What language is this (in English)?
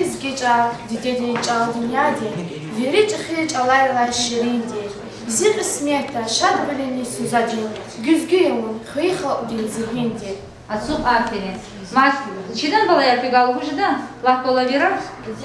Lezghian